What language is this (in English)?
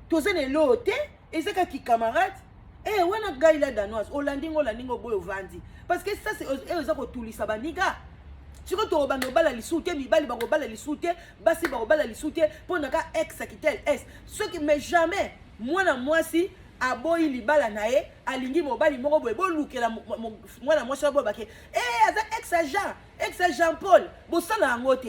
Lingala